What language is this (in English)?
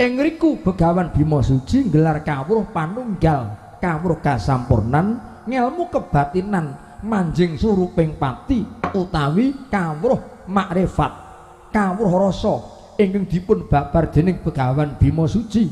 Javanese